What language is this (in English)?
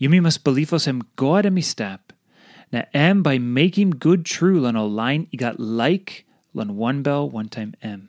Tok Pisin